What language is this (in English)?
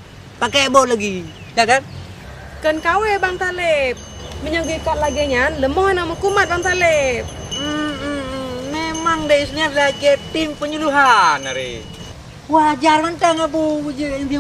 Achinese